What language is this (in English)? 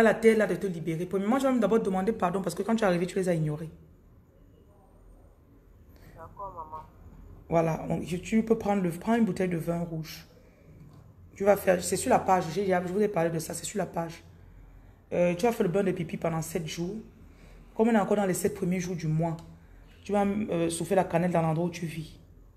French